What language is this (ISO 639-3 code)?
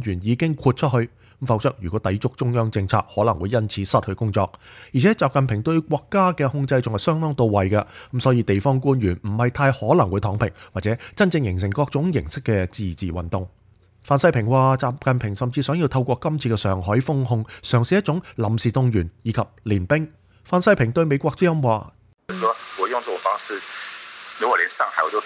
yue